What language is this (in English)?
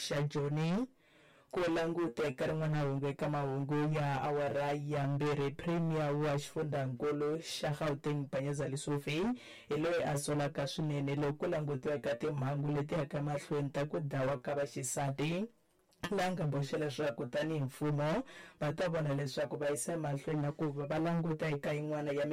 Tsonga